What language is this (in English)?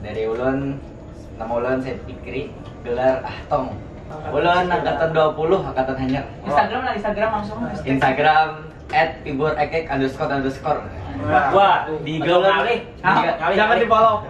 Banjar